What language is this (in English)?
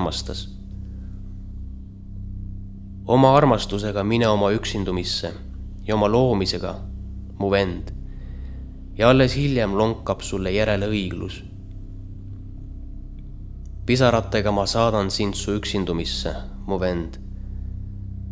Estonian